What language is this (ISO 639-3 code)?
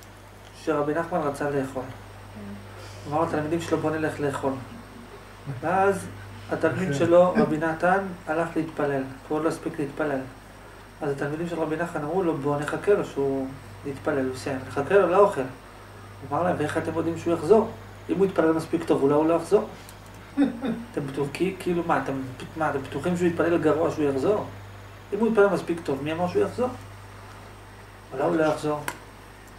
heb